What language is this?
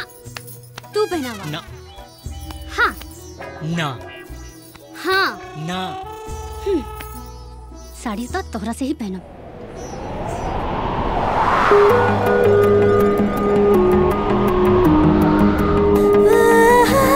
Bhojpuri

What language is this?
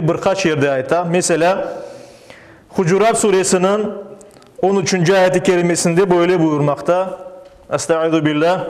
Crimean Tatar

